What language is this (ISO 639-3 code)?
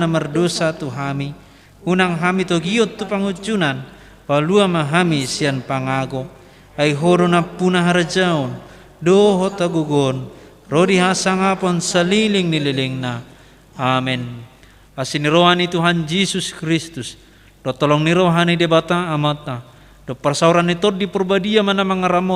bbc